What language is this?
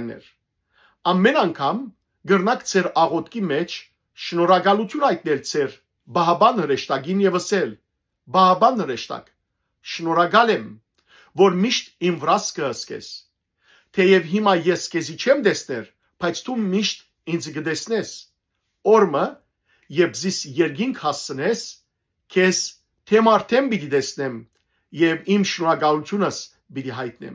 Western Armenian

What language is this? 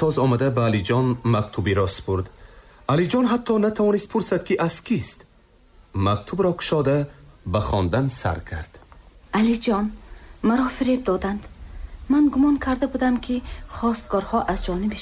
Tajik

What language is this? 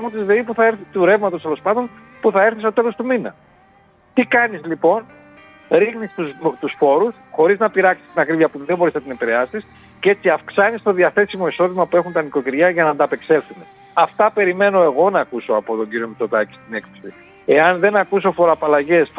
Greek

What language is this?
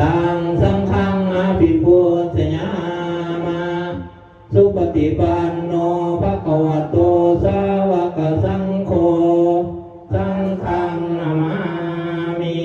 Pali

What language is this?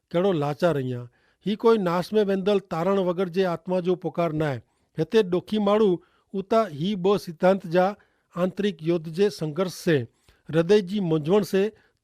Kachhi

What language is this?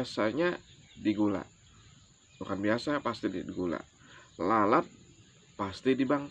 Banjar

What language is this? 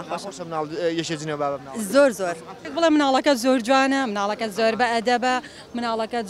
Central Kurdish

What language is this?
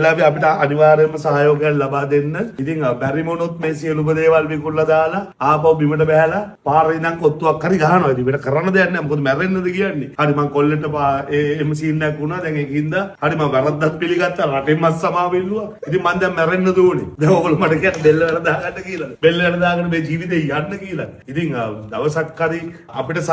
Sinhala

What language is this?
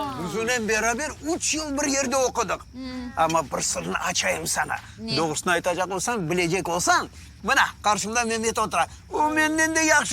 Crimean Tatar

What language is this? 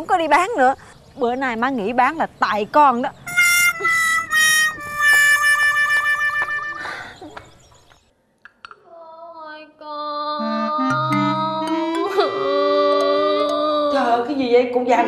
Vietnamese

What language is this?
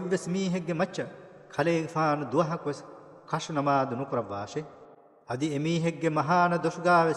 Divehi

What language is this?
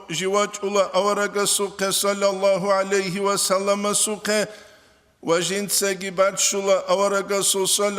Avaric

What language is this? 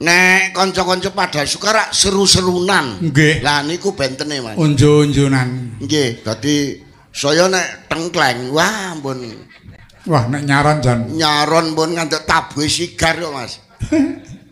Javanese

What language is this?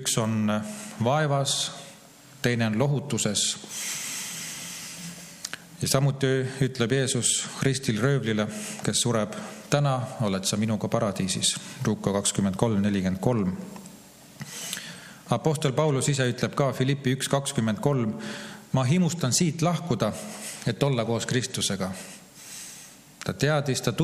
Estonian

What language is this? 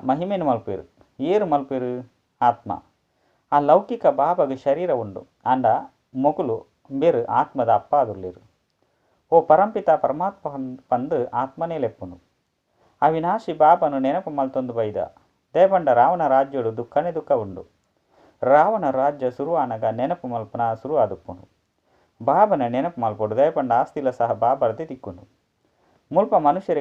Tulu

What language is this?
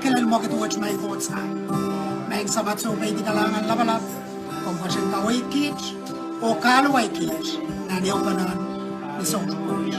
Pohnpeian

